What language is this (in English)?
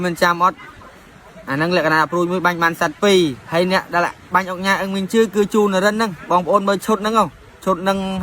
Khmer